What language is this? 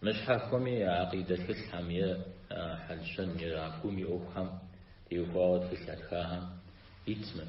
Kabardian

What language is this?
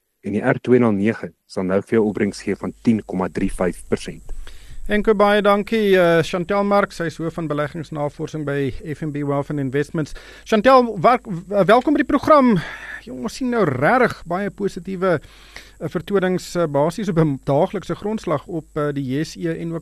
Afrikaans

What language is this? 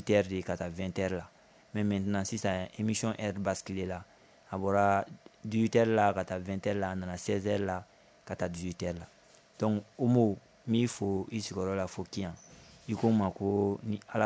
Bambara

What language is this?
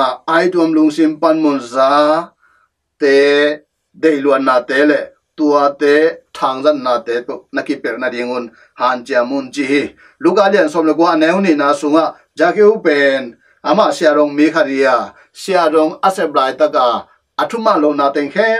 Tedim Chin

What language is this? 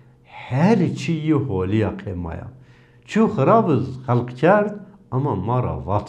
Zaza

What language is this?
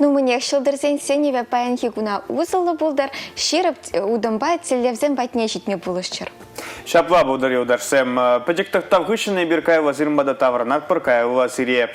Chuvash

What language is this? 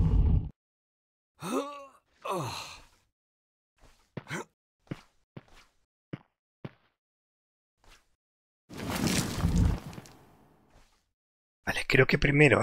Spanish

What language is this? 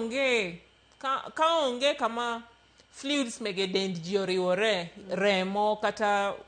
Luo (Kenya and Tanzania)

